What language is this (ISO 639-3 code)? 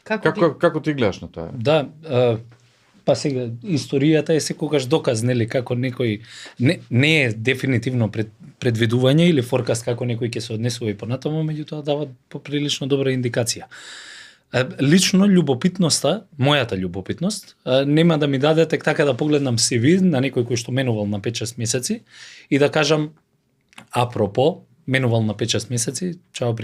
mkd